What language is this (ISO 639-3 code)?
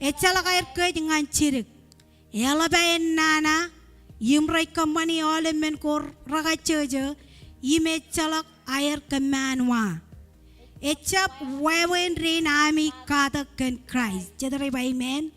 mah